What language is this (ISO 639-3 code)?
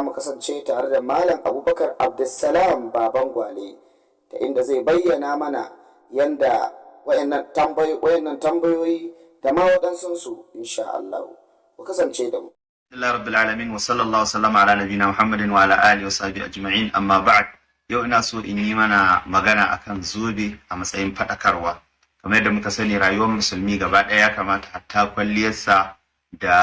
hau